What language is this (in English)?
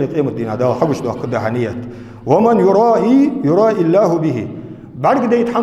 Ingush